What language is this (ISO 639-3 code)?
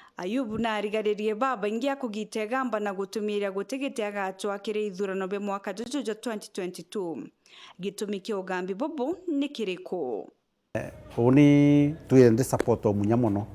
mer